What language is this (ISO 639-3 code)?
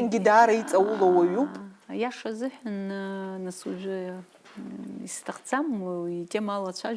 abk